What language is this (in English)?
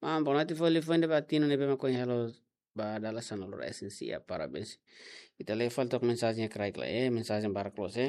Tetum